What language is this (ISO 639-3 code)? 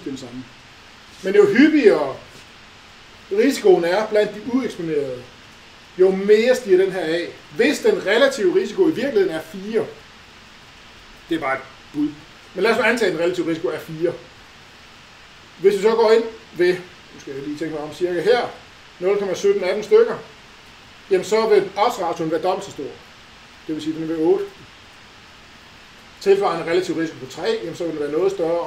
dan